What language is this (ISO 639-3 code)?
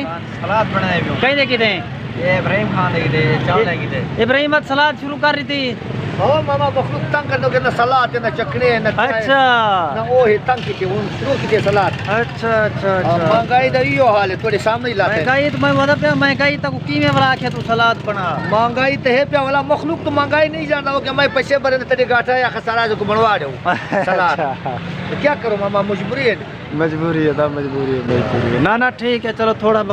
skr